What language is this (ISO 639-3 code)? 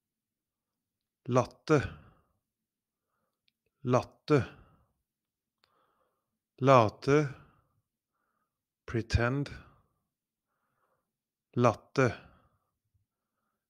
nor